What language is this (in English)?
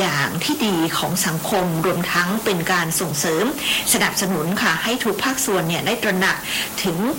Thai